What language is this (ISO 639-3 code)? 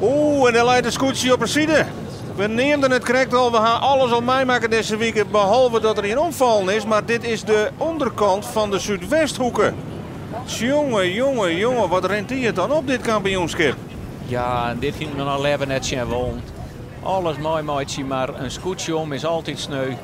fry